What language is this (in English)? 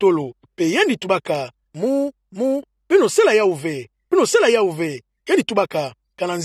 Kituba (Democratic Republic of Congo)